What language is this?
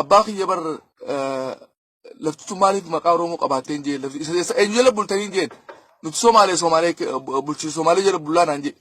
Oromo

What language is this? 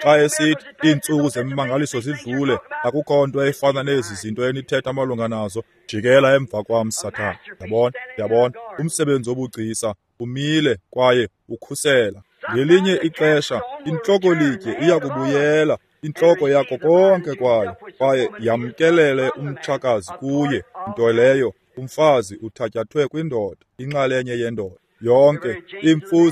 Xhosa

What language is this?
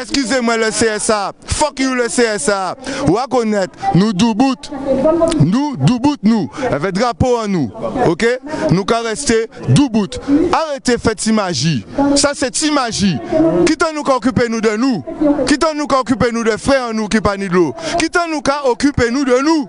Guadeloupean Creole French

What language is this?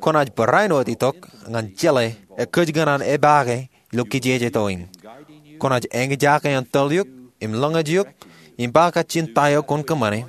Marshallese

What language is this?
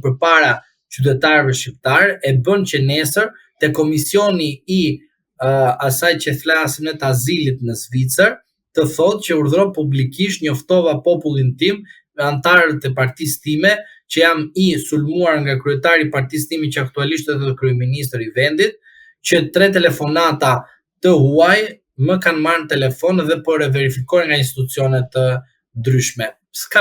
Albanian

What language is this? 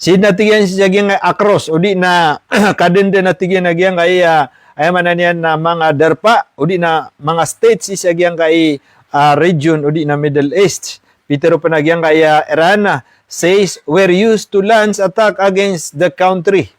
Maranao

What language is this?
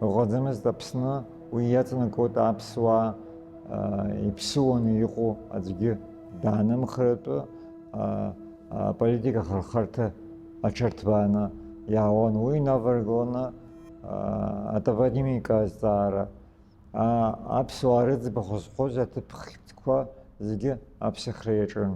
Abkhazian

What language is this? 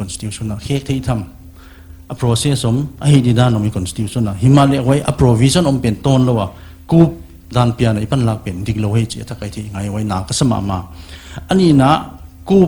Paite Chin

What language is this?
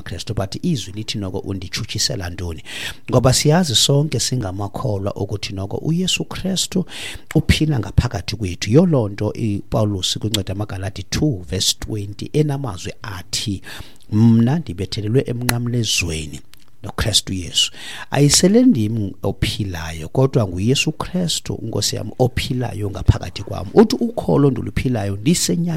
Xhosa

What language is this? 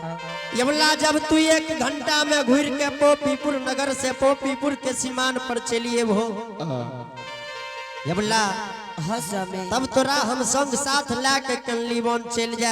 Angika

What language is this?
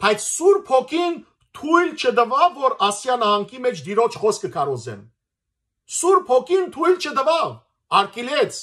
Western Armenian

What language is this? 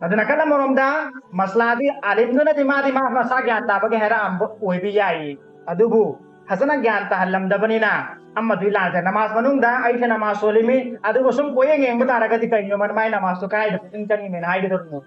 Manipuri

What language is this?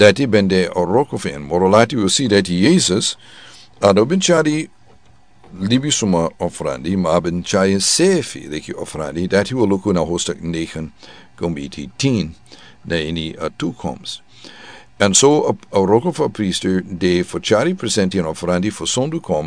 Sranan Tongo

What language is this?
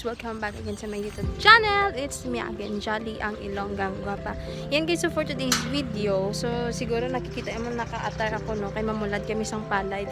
Hiligaynon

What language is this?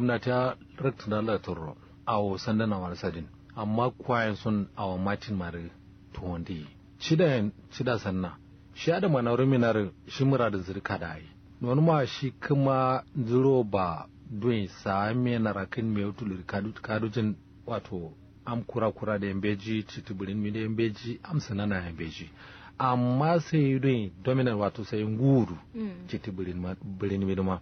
Kanuri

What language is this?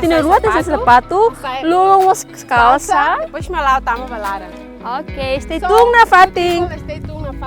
Tetum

